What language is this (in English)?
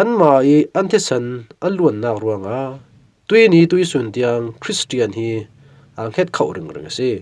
Falam Chin